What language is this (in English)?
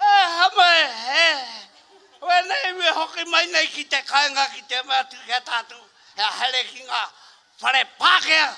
Māori